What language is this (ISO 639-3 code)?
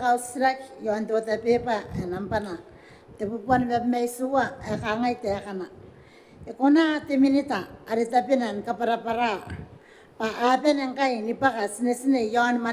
gil